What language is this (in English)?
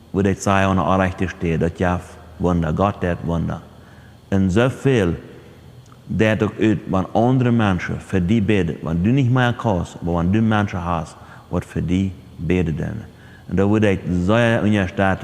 Plautdietsch